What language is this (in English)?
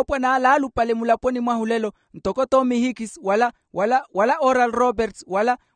Makhuwa